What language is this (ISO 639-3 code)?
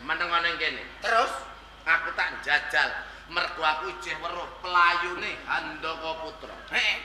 jav